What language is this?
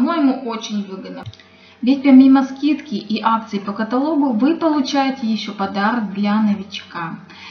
Russian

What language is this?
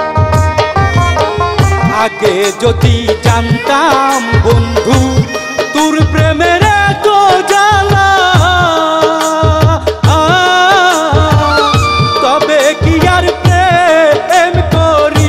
Bangla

